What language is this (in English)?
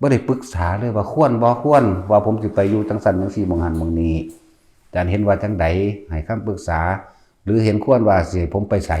Northeastern Thai